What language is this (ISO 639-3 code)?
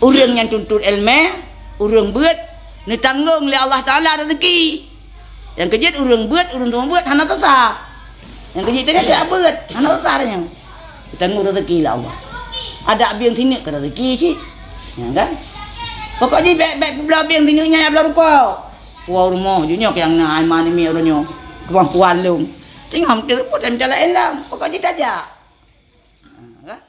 ace